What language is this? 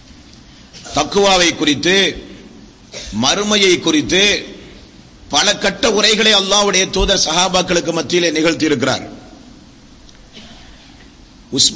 Tamil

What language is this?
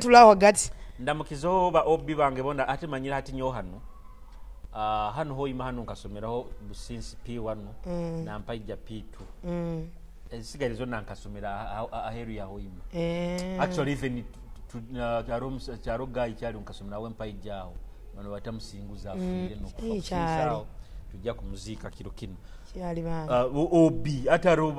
Nyoro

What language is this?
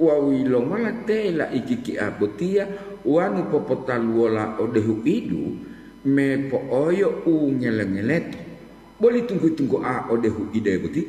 Gorontalo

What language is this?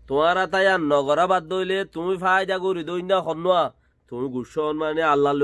Rohingya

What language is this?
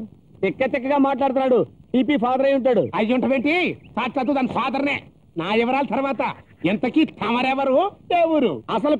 Telugu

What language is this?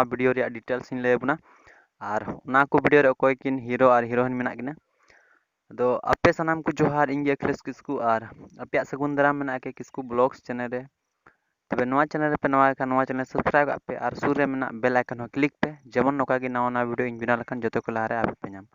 Santali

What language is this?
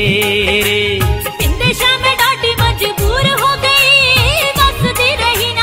Punjabi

